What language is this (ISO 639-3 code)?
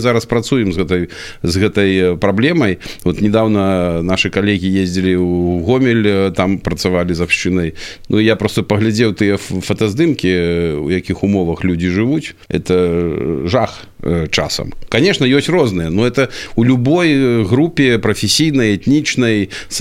bel